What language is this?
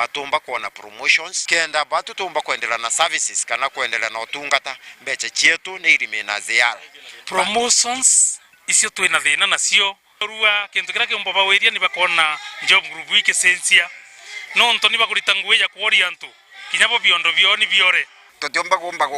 Meru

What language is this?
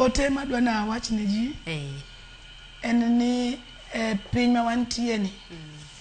Luo (Kenya and Tanzania)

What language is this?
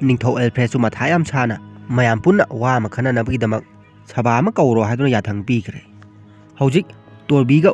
Manipuri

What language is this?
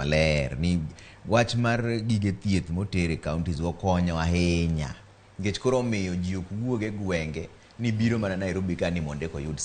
Luo (Kenya and Tanzania)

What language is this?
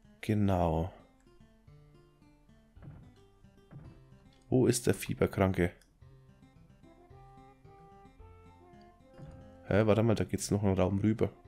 German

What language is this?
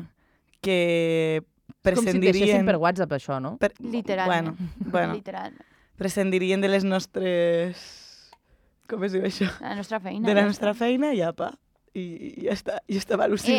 Catalan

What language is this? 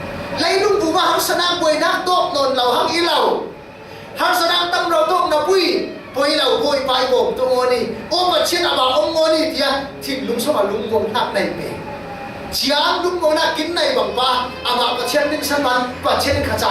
Falam Chin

